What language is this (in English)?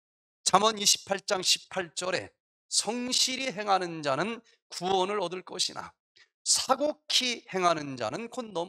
Korean